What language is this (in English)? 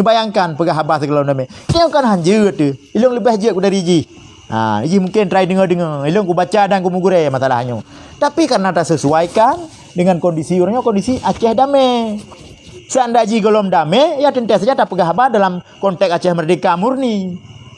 Achinese